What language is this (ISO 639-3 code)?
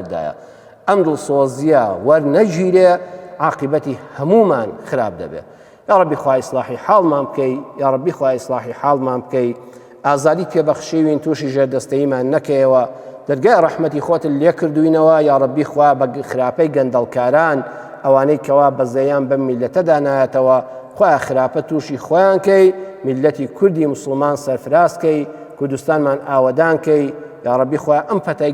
ckb